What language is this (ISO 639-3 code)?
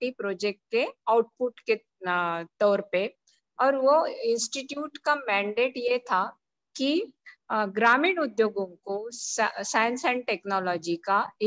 hin